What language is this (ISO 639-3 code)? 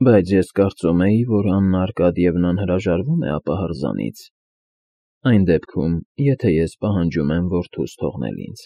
hye